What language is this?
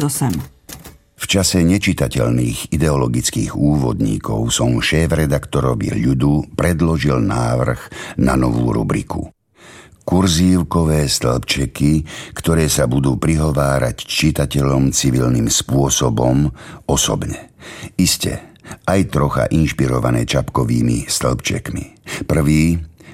Slovak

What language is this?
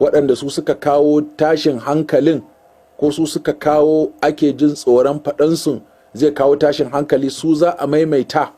Hausa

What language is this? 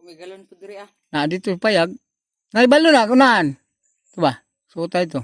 Cebuano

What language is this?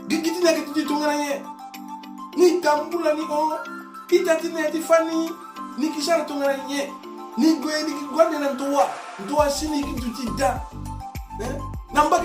Sango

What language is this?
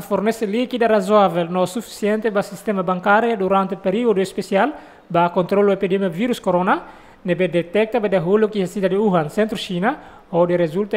Tetum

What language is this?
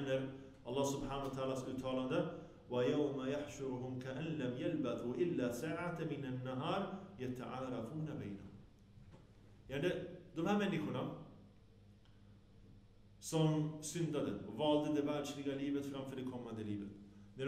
Swedish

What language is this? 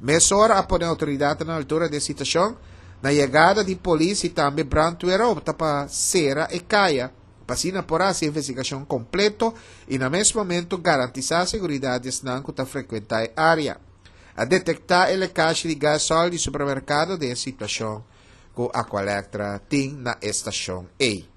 Papiamento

